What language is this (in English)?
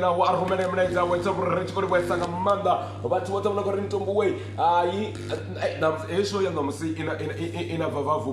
Venda